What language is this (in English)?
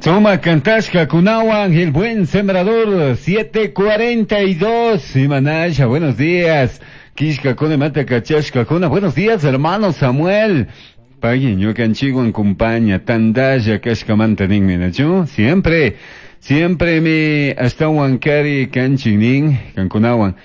Chimborazo Highland Quichua